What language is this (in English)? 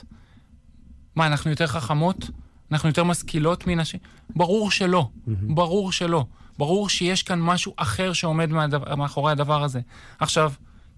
Hebrew